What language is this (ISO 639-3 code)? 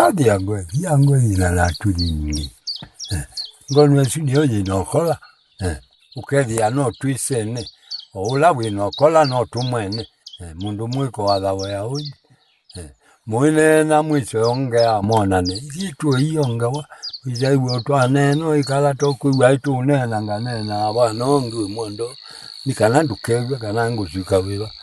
kam